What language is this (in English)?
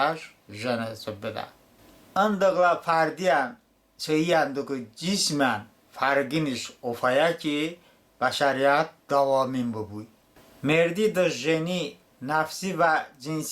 Talysh